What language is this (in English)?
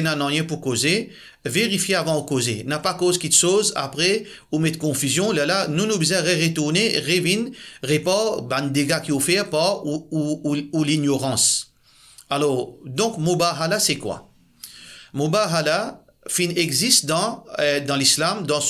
Morisyen